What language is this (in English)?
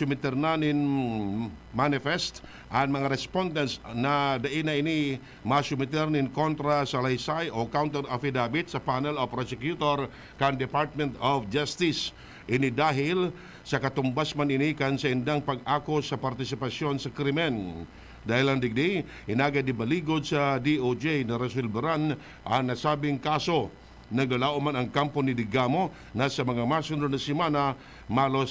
Bikol